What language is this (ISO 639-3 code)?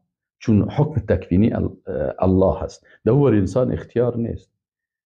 fas